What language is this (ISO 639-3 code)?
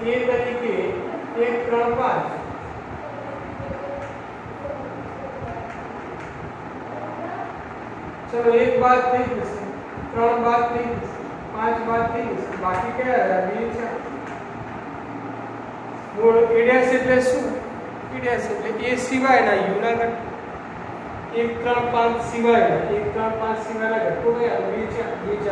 guj